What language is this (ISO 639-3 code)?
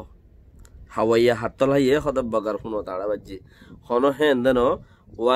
rhg